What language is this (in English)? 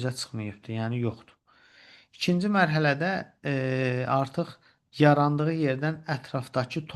Azerbaijani